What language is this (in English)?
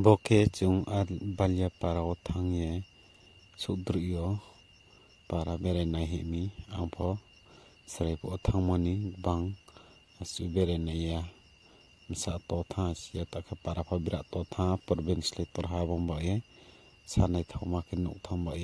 Riang (India)